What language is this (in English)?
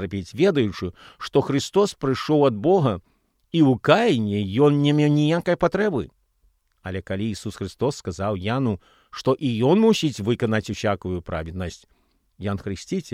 Belarusian